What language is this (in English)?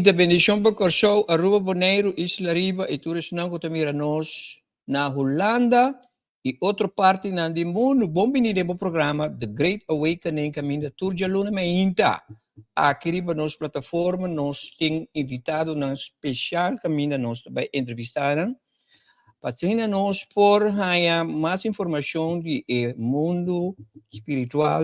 Papiamento